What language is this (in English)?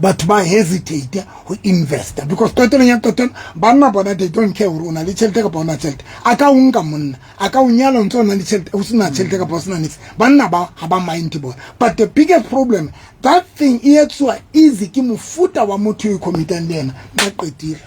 Southern Sotho